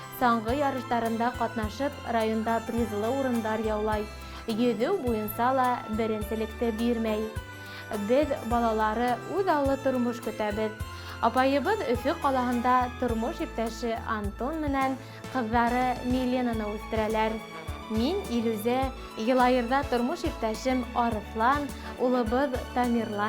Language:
Bashkir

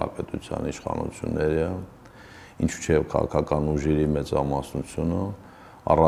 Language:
Armenian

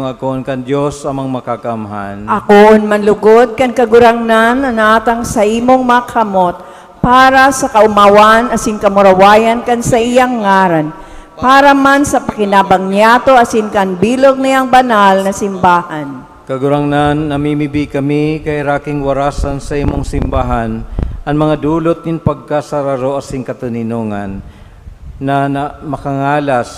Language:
Bikol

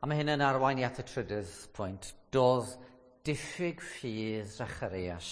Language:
Welsh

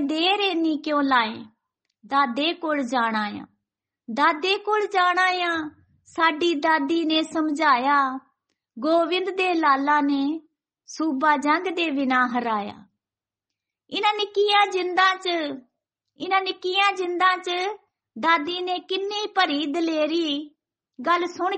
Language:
Punjabi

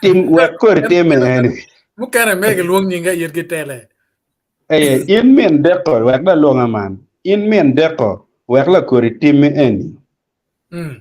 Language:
Acoli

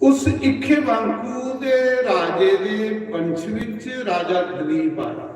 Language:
Dogri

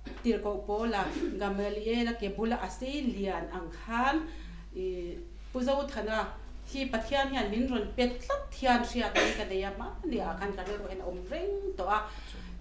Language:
Mizo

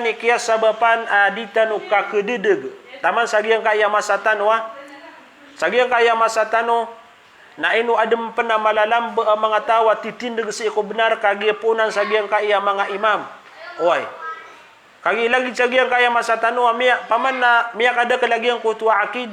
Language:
Maranao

